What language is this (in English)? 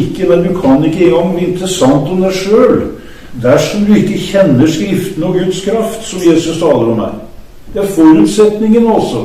Norwegian